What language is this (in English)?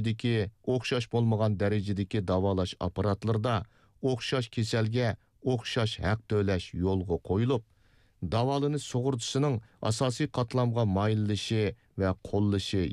Uyghur